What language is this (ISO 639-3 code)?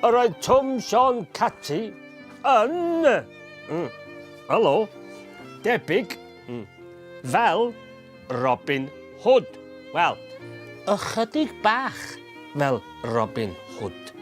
cym